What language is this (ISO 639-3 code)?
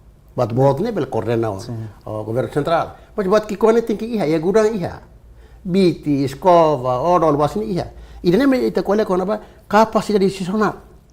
tet